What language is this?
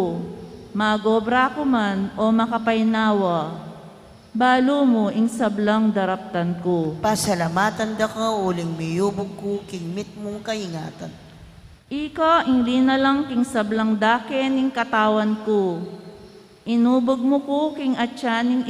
Pampanga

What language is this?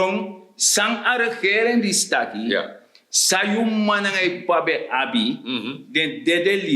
Sranan Tongo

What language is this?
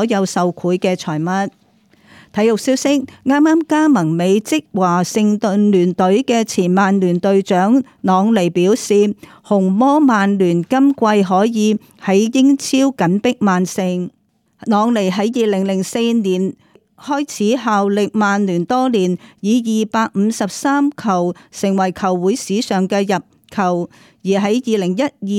Cantonese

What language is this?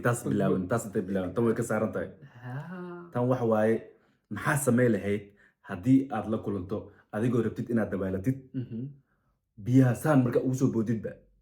Somali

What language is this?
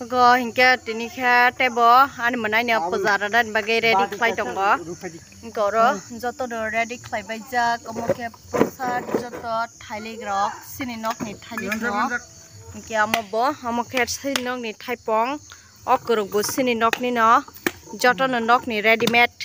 Kok Borok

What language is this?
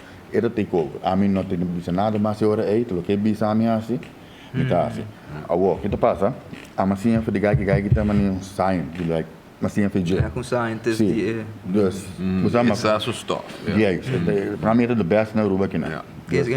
Papiamento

